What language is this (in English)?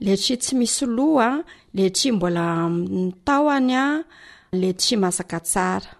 Malagasy